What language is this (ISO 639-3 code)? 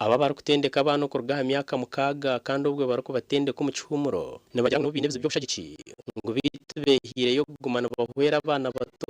nyn